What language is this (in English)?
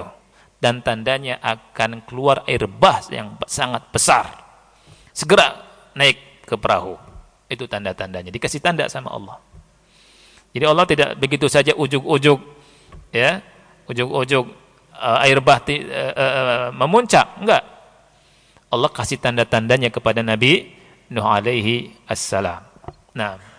Indonesian